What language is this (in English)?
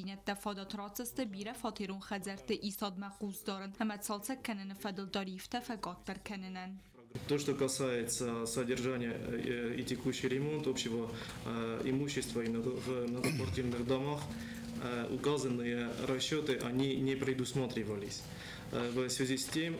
Ossetic